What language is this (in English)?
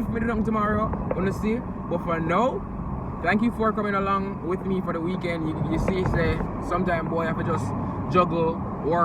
Jamaican Creole English